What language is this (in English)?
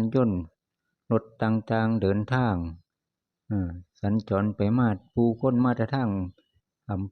Lao